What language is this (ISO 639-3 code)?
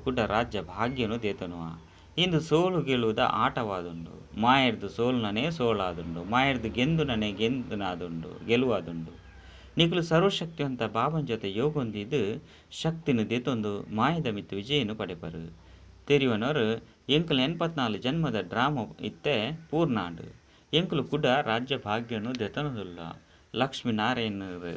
tcy